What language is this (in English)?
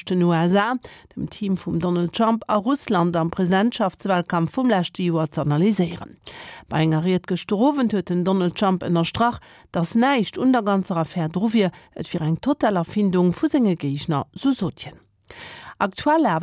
Luxembourgish